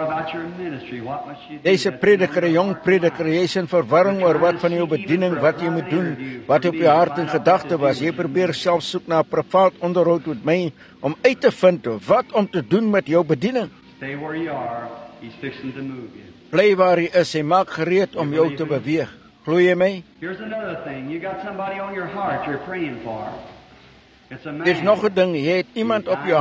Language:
Afrikaans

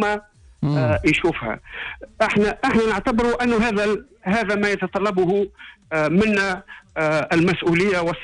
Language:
Tunisian Arabic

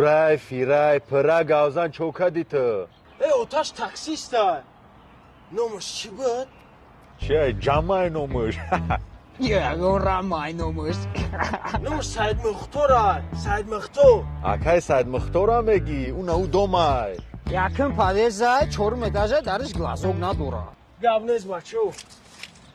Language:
Tajik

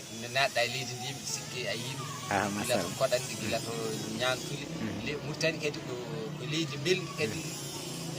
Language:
Fula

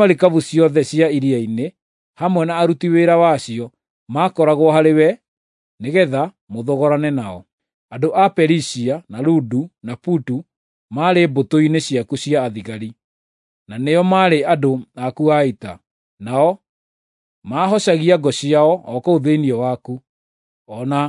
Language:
Kikuyu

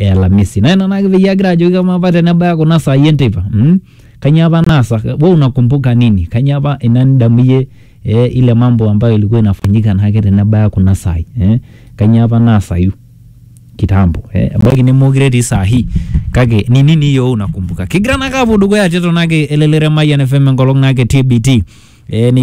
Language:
Swahili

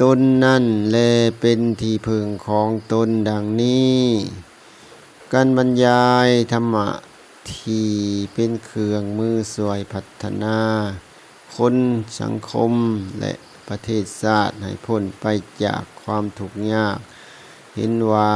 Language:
Lao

